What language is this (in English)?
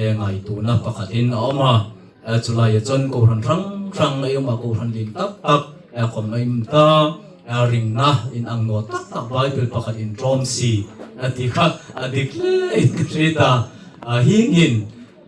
Hmar